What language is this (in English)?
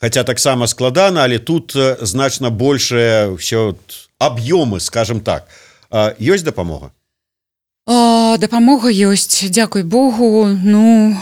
Belarusian